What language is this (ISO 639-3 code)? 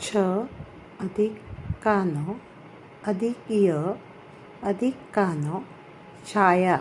kok